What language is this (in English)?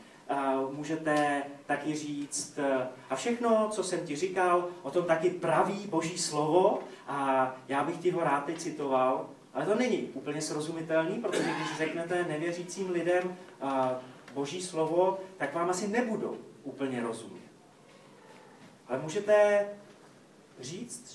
Czech